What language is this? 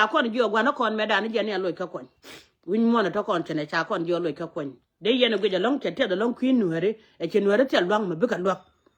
Nuer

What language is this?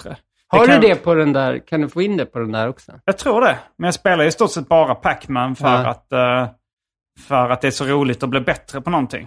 Swedish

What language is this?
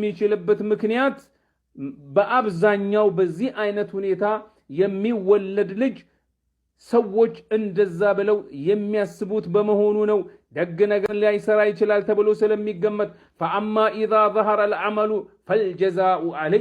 Amharic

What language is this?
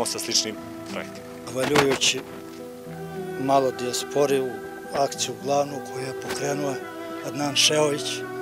Bosnian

